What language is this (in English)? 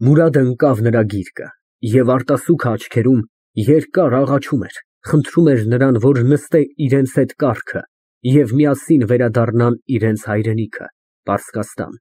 Armenian